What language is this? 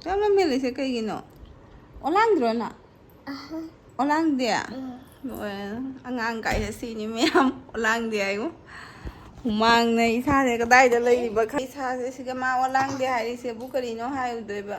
Manipuri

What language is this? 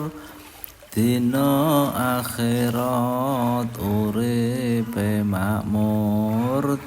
Javanese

